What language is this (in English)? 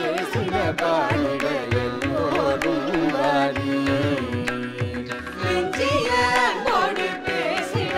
Tamil